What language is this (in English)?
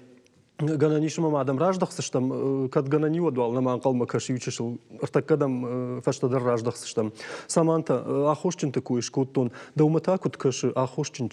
Ossetic